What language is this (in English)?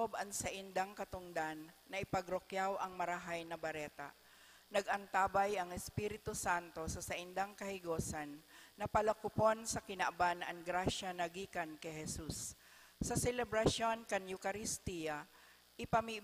Bikol